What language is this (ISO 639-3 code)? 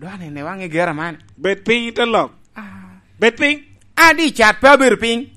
laj